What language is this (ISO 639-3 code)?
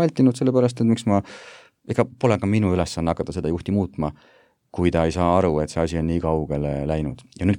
est